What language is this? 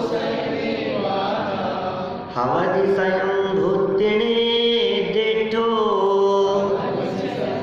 Hindi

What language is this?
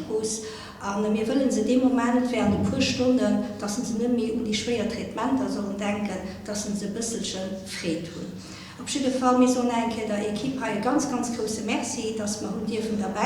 Luxembourgish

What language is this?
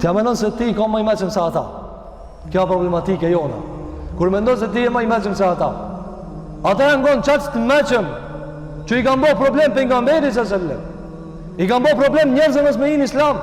Albanian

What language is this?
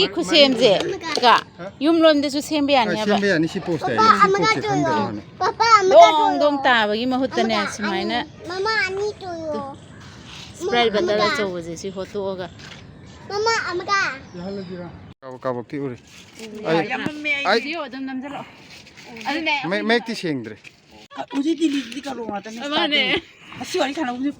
Manipuri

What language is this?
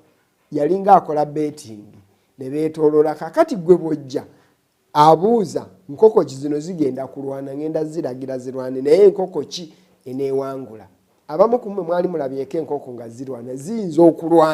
Ganda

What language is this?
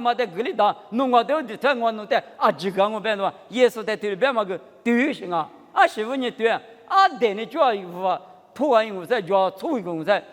Lisu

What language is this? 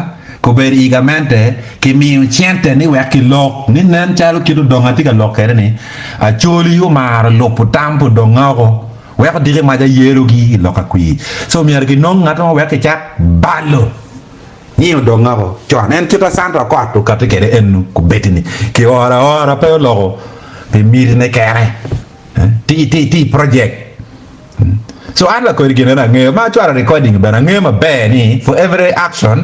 Acoli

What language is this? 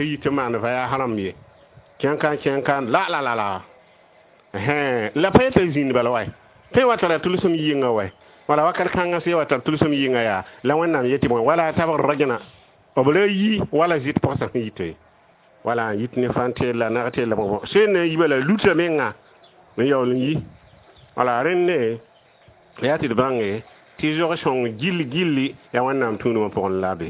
Mossi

